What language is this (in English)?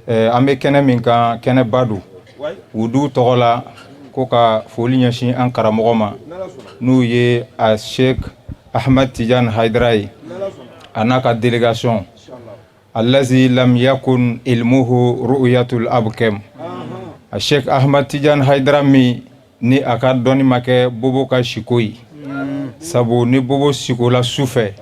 Bambara